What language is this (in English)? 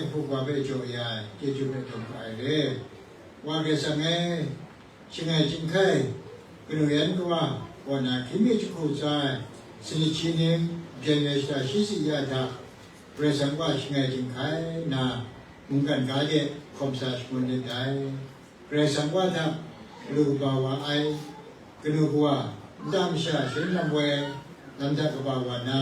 Kachin